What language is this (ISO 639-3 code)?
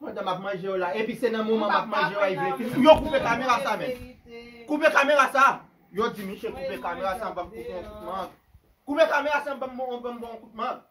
hat